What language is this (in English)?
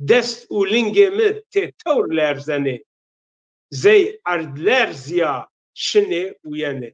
Zaza